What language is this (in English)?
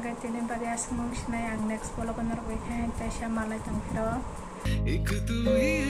Kok Borok